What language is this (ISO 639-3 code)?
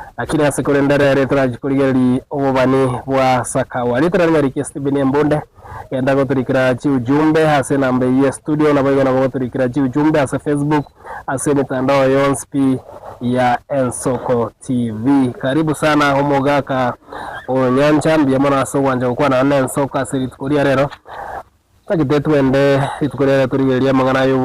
guz